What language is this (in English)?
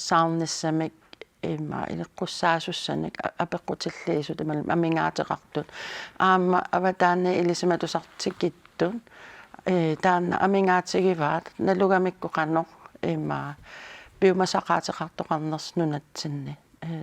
Kalaallisut